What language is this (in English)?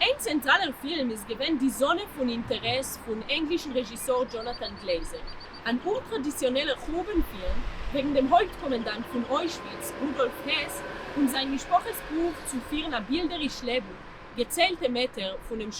Yiddish